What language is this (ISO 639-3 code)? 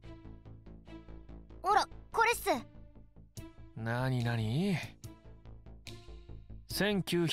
jpn